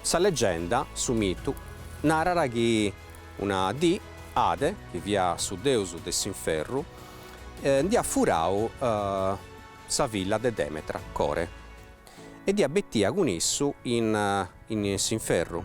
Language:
Sardinian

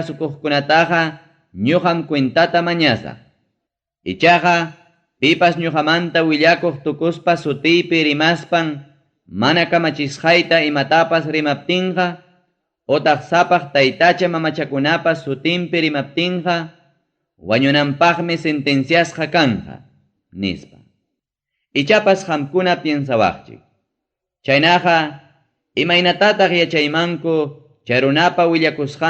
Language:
Ayacucho Quechua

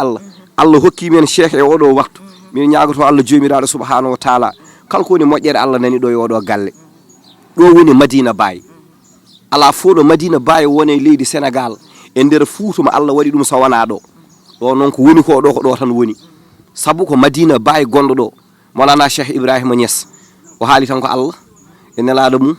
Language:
Fula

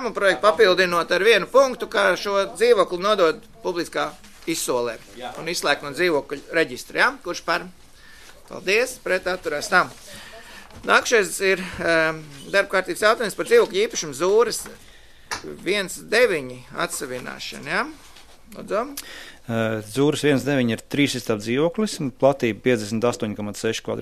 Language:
Latvian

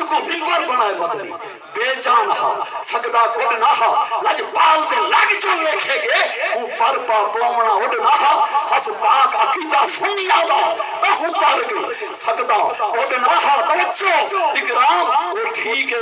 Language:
Saraiki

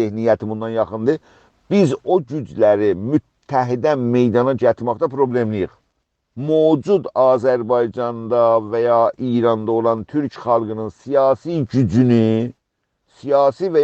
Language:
South Azerbaijani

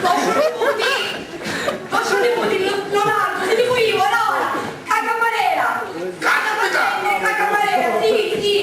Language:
Sicilian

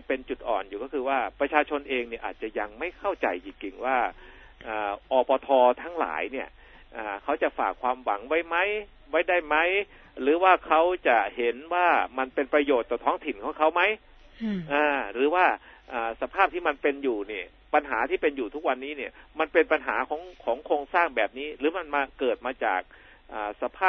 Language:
Thai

